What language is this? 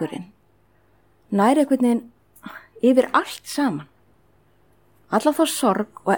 Icelandic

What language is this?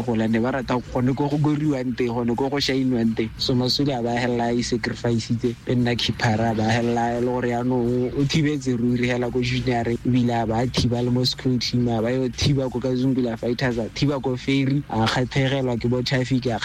Tswana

